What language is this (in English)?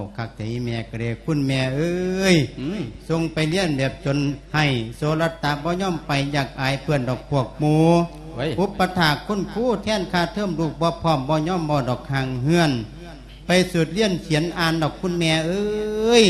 Lao